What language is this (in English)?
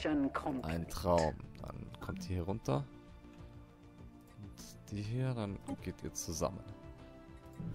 German